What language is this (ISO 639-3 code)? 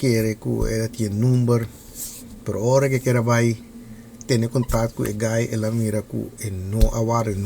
pap